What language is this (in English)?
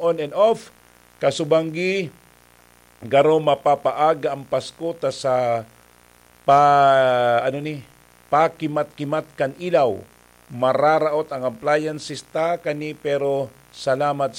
Bikol